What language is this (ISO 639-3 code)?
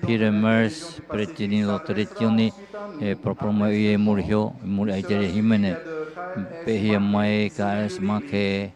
tah